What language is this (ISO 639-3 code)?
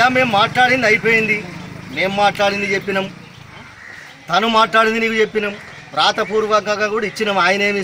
tel